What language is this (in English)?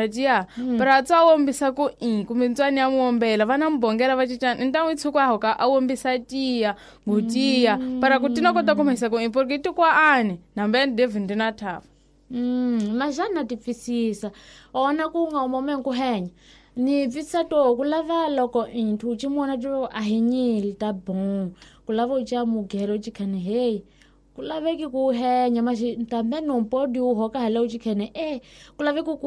Tsonga